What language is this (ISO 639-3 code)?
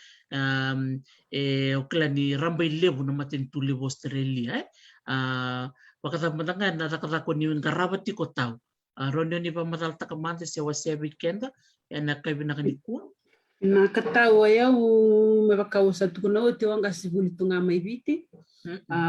fij